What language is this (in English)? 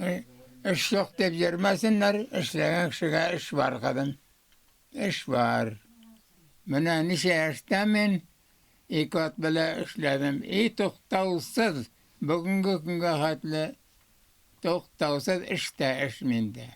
Tatar